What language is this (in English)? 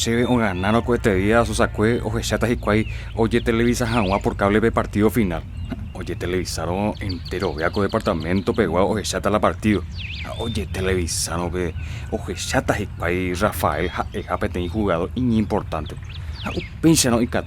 Guarani